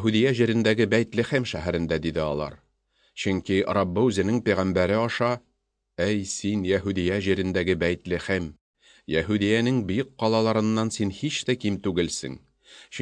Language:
Tatar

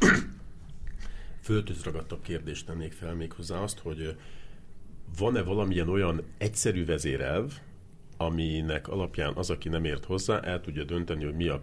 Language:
Hungarian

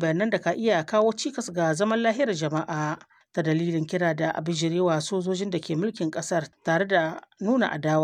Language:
Hausa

